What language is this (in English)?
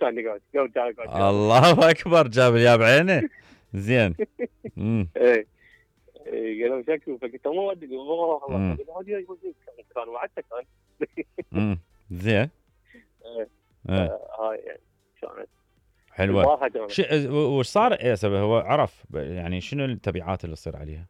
Mesopotamian Arabic